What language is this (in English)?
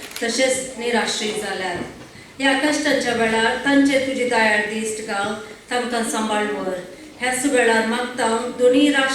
Konkani